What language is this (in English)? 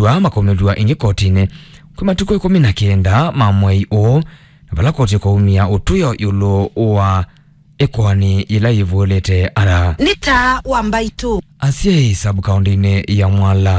Kamba